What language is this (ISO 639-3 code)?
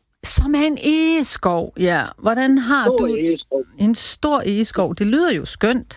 dan